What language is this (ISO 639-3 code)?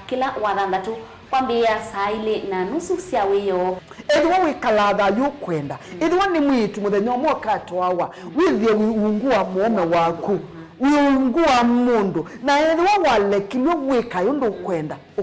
kam